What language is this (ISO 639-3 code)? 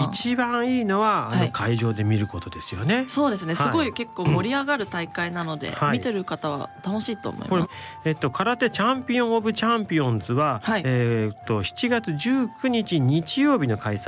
jpn